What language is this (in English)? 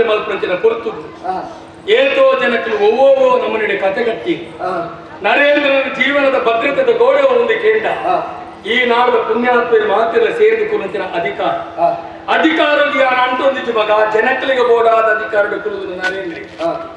Tulu